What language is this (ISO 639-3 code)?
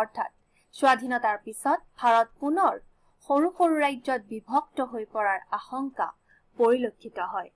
asm